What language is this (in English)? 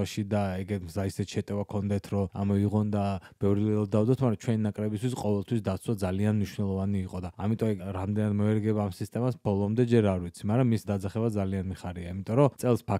Georgian